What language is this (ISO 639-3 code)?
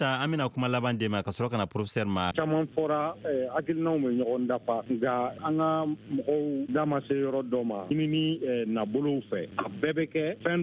bam